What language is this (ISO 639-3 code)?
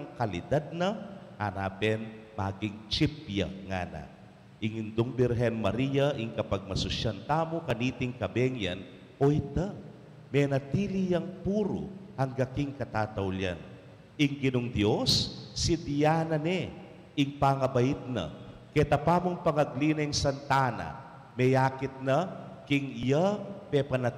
pam